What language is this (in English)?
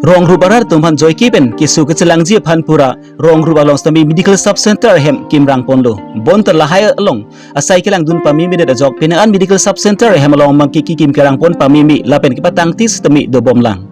Karbi